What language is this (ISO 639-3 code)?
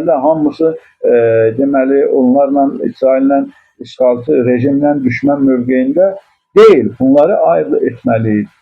aze